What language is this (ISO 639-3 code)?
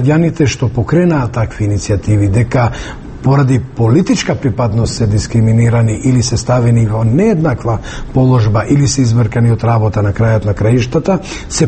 mkd